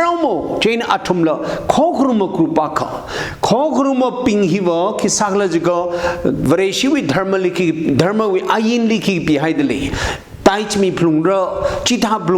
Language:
Tangkhul Naga (India)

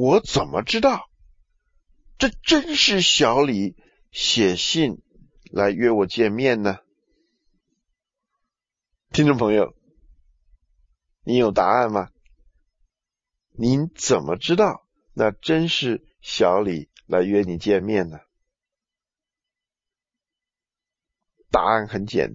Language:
Chinese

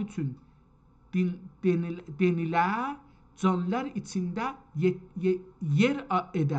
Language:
South Azerbaijani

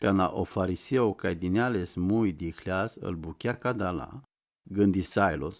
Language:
Romany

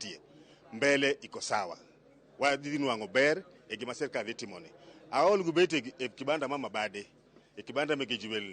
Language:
Luo (Kenya and Tanzania)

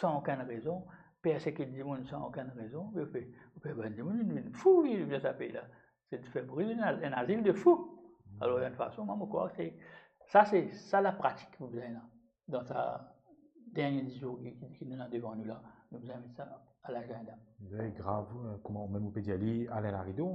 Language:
Morisyen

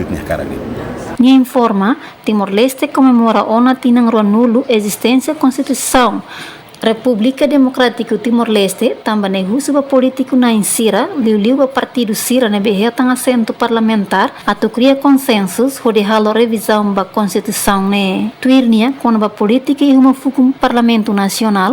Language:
Tetum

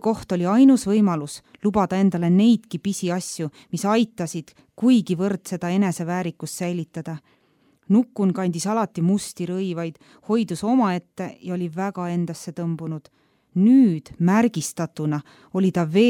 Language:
Estonian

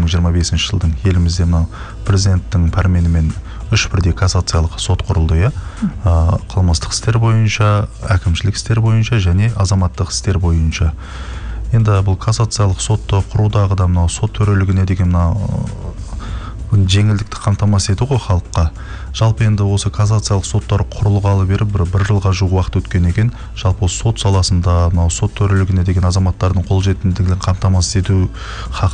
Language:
Kazakh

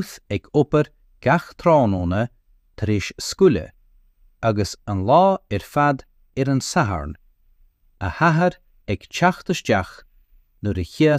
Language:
Irish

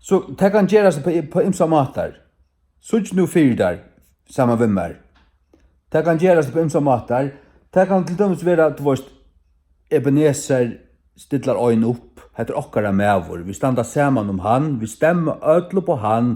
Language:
Faroese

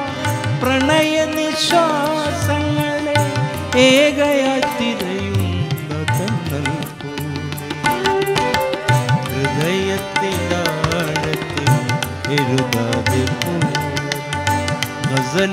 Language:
Malayalam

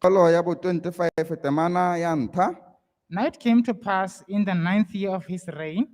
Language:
Tswana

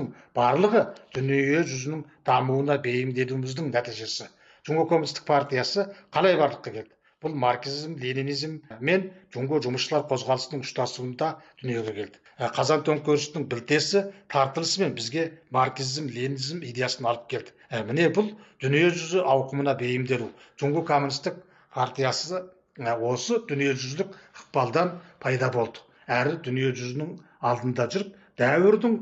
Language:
Kazakh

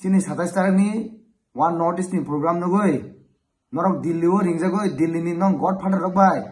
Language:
Kok Borok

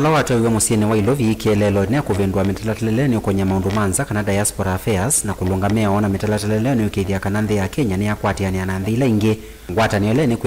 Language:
Kamba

